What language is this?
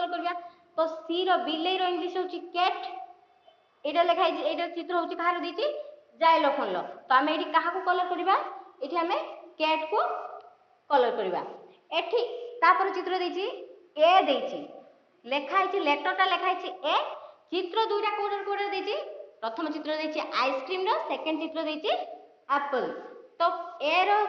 Odia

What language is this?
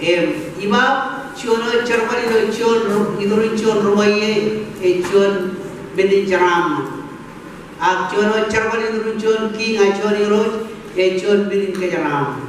Marshallese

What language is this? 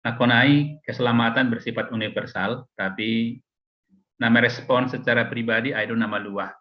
Batak Simalungun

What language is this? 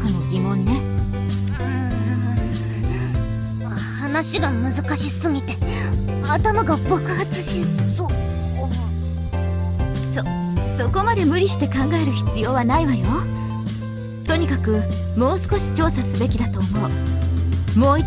Japanese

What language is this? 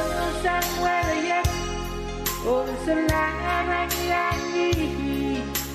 Pohnpeian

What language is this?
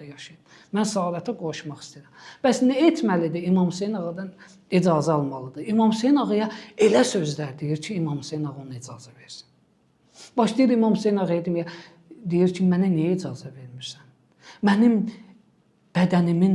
Azerbaijani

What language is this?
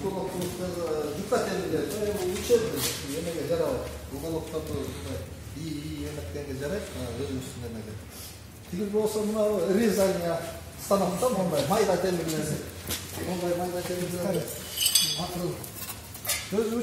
Kyrgyz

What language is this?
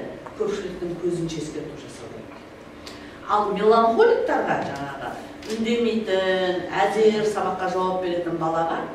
Kazakh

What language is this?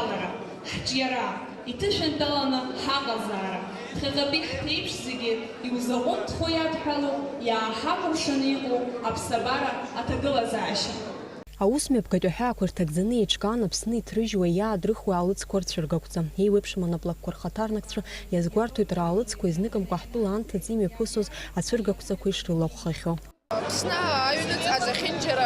Abkhazian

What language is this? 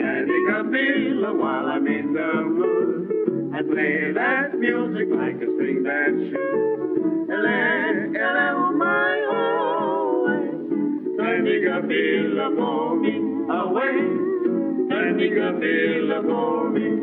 Hawaiian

